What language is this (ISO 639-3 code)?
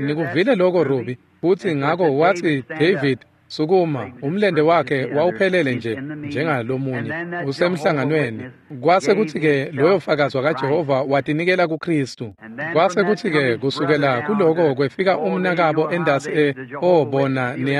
ssw